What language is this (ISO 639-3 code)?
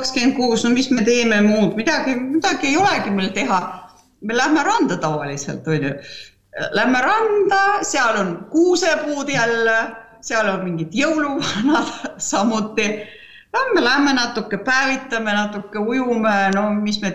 est